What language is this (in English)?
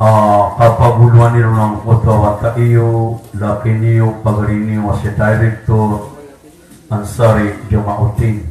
Maranao